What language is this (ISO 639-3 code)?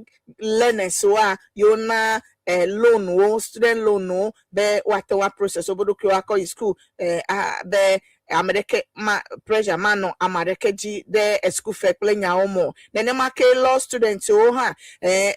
ewe